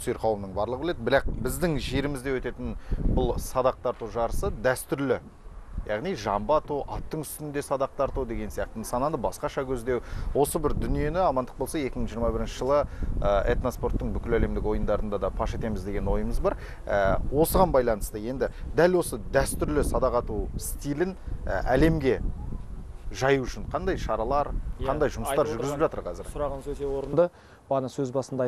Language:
Kazakh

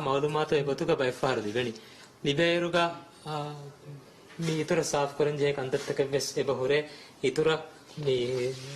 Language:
Divehi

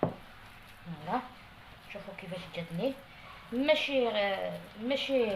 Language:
Algerian Arabic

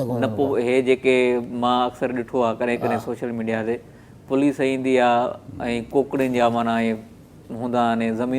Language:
Sindhi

